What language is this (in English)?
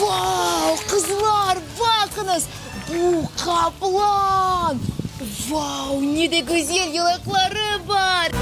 Crimean Tatar